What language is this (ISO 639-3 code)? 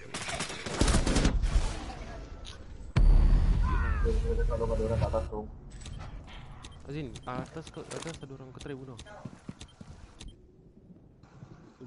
msa